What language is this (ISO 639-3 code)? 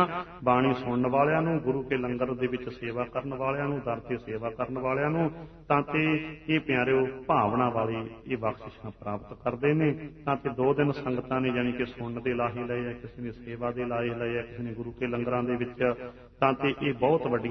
pan